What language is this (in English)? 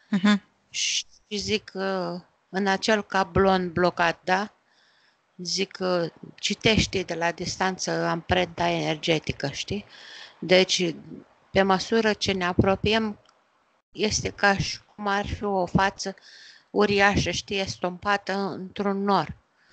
Romanian